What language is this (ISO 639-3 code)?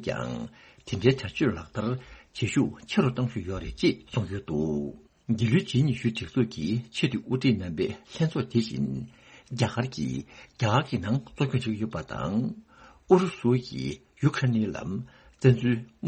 bod